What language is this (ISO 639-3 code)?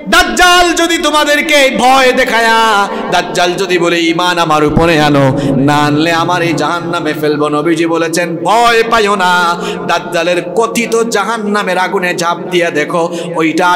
ben